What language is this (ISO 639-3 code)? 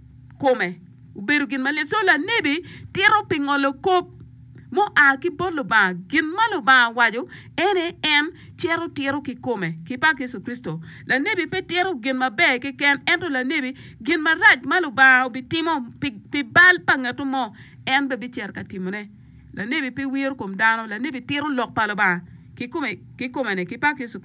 ach